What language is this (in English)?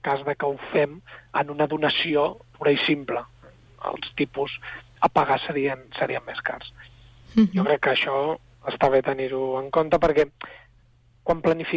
Catalan